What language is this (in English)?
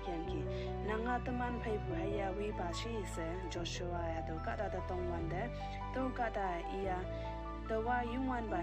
Konyak Naga